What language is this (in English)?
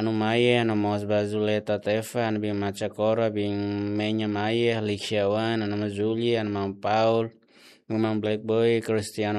Tetum